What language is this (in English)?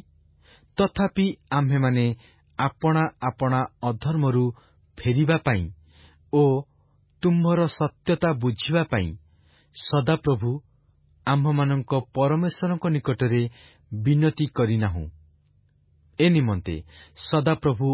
Odia